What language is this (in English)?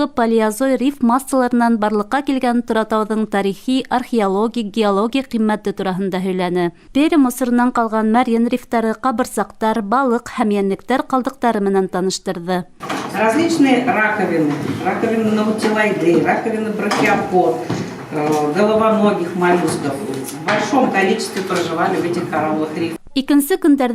Bashkir